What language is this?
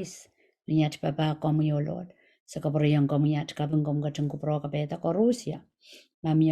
Pohnpeian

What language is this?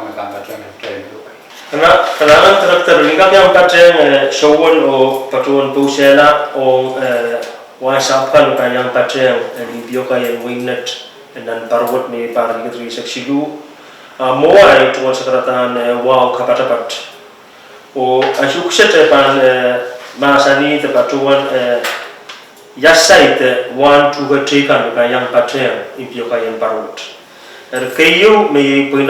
Pohnpeian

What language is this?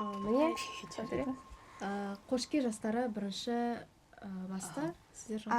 Kazakh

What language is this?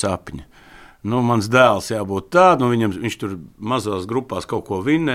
Latvian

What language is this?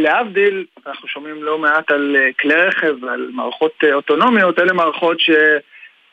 Hebrew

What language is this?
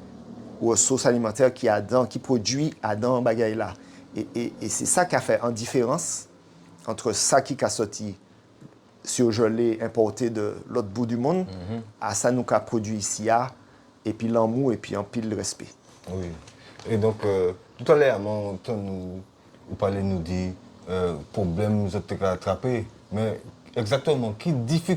Guadeloupean Creole French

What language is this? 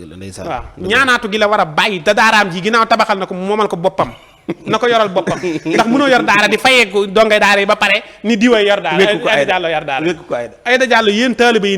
Wolof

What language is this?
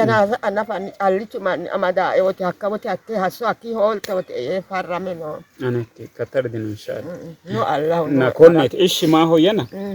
Sidamo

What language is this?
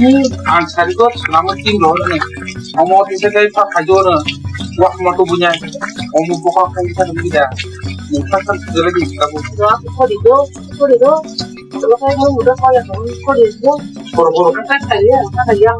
Kok Borok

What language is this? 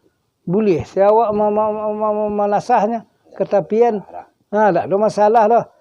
Minangkabau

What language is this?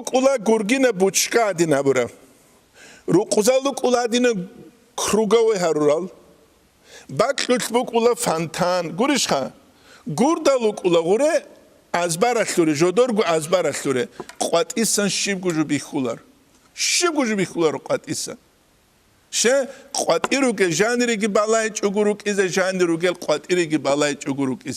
Avaric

